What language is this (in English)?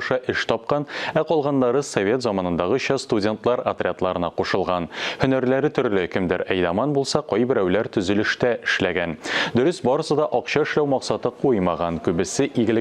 Tatar